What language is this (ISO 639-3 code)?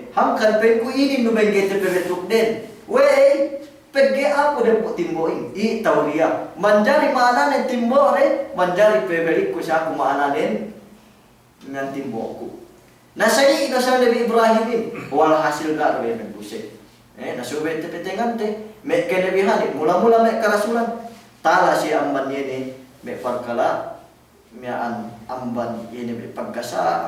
yka